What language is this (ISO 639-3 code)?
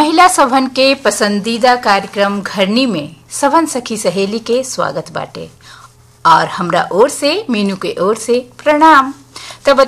bho